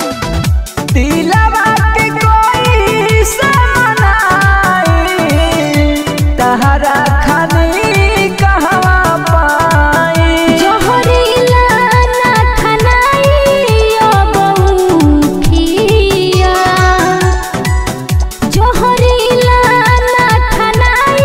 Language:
Bhojpuri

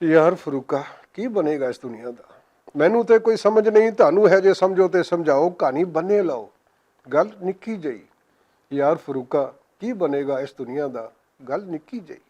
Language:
Western Panjabi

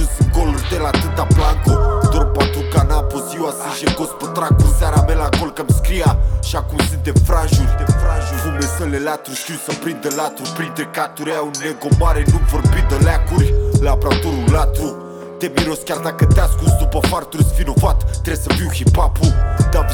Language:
Romanian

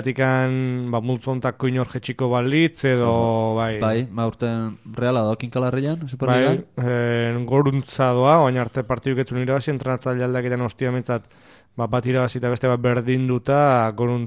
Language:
Basque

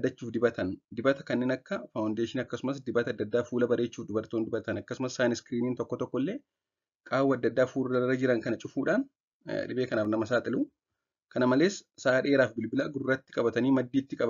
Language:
Oromo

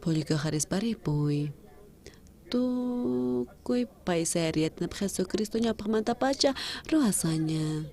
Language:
South Bolivian Quechua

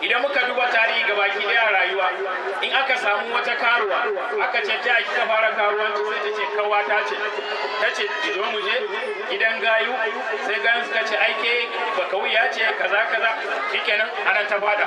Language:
Hausa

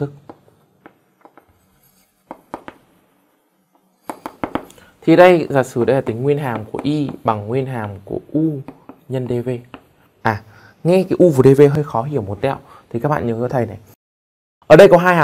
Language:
Vietnamese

